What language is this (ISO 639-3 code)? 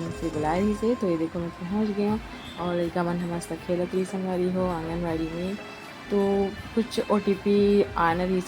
hne